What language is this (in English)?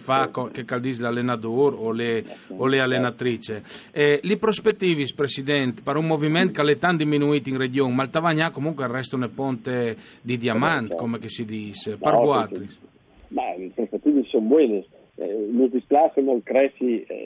Friulian